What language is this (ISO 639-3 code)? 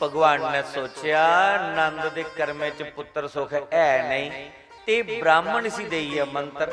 doi